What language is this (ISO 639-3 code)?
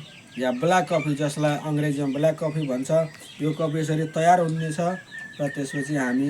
nep